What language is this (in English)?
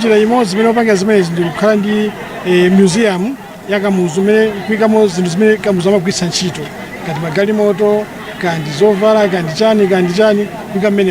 Nyanja